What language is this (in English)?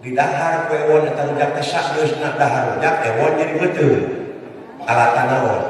Sundanese